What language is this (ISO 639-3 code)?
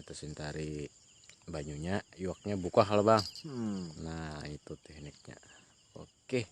bjn